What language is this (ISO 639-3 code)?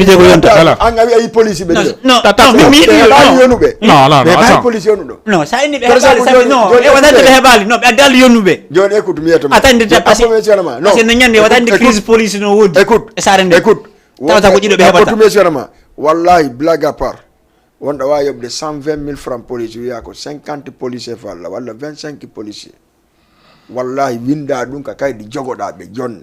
ful